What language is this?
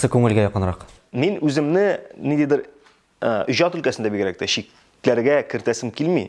Tatar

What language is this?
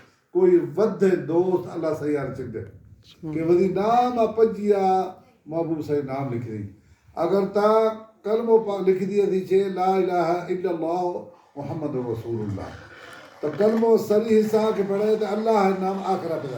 Baluchi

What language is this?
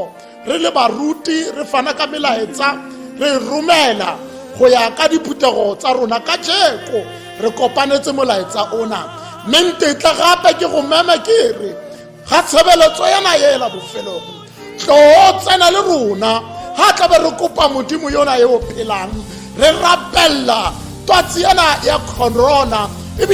Tswana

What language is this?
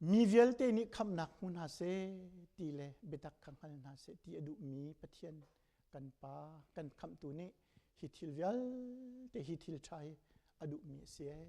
Hakha Chin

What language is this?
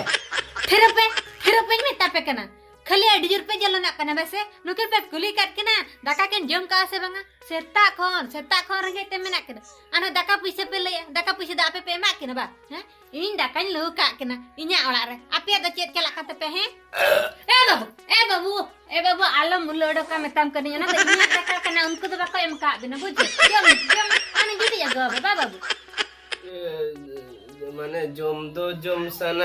Santali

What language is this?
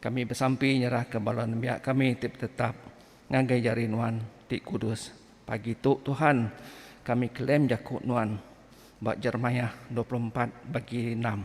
Iban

